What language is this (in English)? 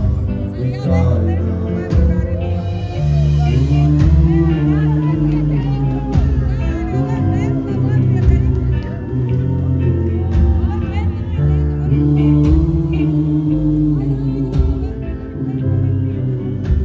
Croatian